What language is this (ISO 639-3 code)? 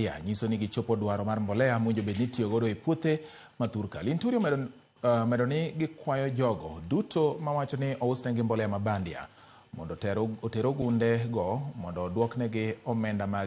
luo